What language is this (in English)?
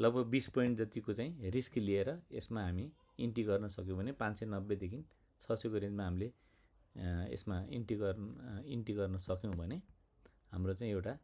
Nepali